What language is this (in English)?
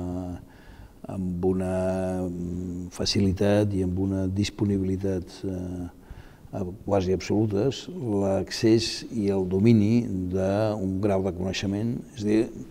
Catalan